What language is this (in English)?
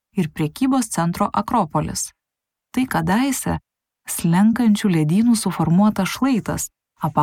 Lithuanian